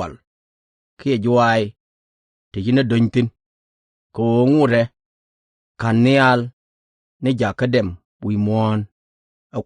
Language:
Nuer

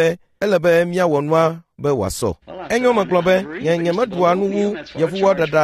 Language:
Ewe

